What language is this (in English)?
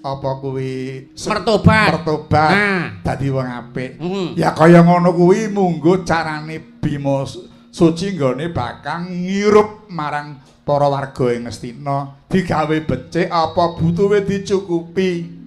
Javanese